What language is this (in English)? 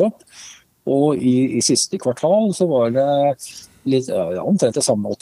Norwegian